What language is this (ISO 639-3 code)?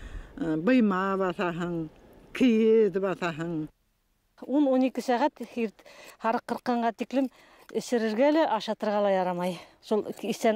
bak